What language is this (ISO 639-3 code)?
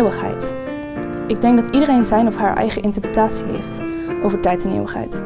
nld